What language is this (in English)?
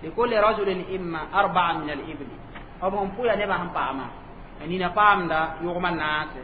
Mossi